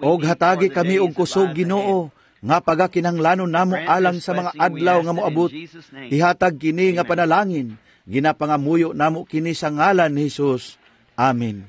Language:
Cebuano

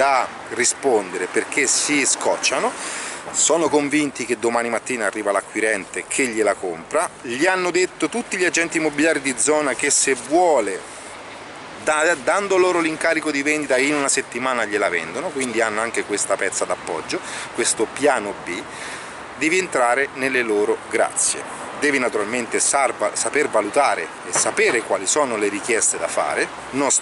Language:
Italian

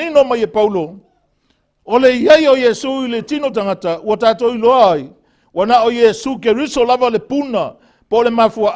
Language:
Samoan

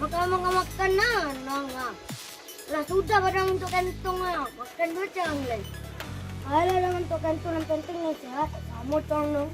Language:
Minangkabau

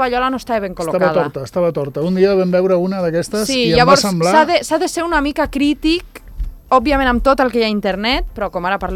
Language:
Catalan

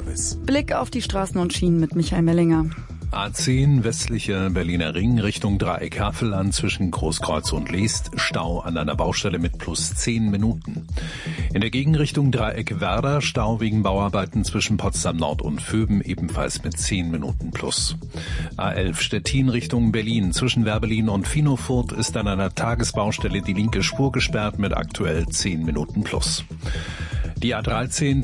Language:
German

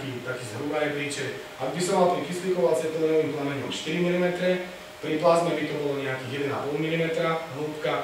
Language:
Slovak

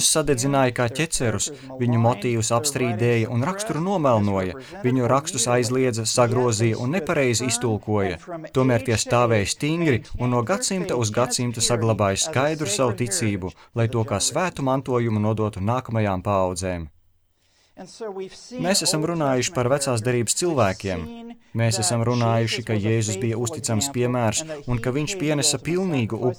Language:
Latvian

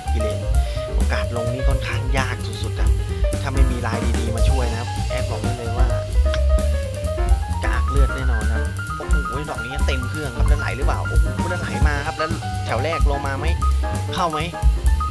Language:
Thai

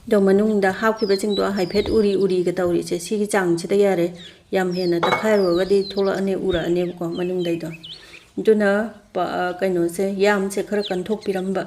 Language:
Manipuri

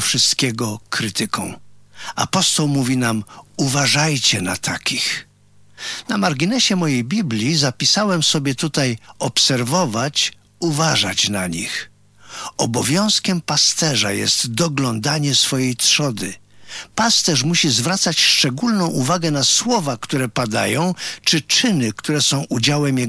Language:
Polish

